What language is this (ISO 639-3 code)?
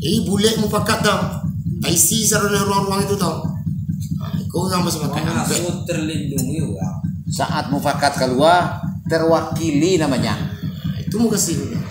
min